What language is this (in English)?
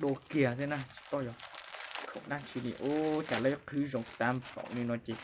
Hmong